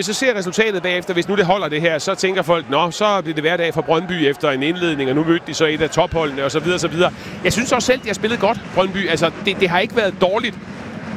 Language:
Danish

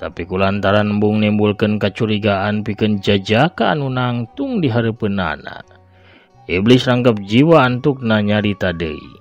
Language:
Sundanese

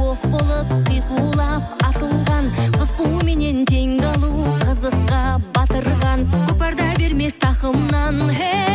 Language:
Kazakh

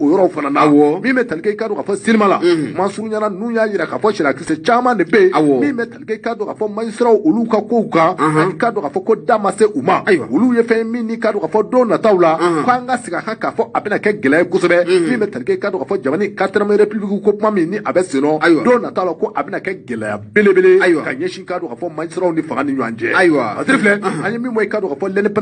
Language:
Bambara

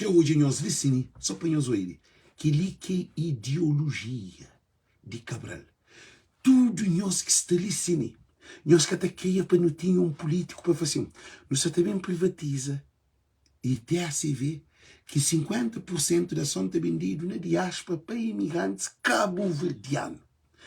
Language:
Kabuverdianu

